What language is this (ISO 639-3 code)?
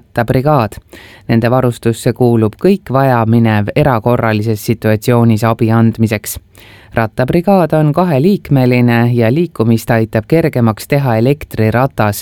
est